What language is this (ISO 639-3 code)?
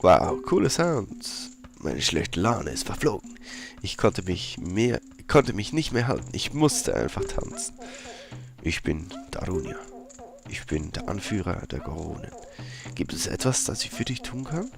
gsw